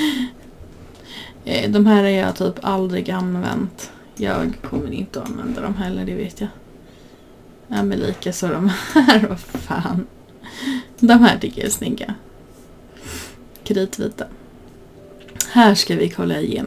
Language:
Swedish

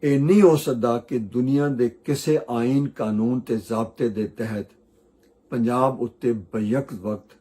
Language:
Western Panjabi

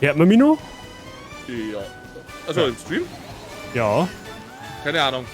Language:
Bavarian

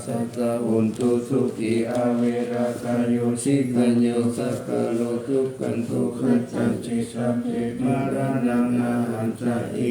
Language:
Pali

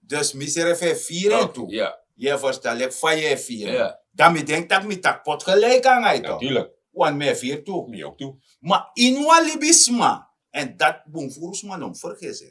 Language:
Sranan Tongo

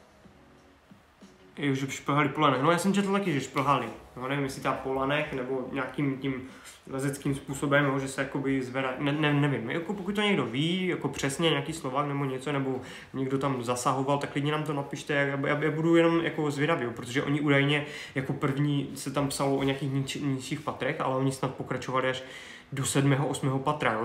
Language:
Czech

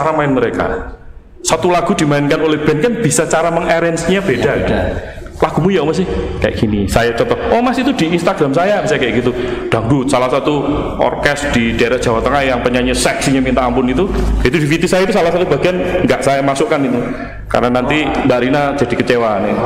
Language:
Indonesian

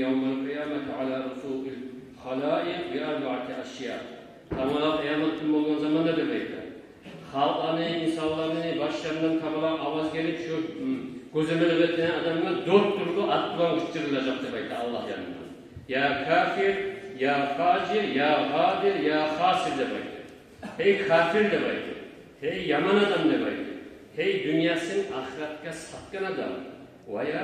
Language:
Kumyk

